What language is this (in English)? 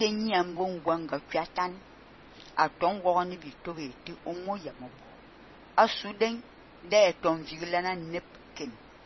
Fang